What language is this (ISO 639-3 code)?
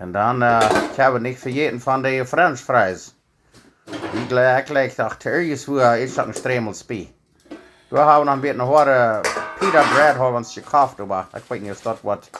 pdt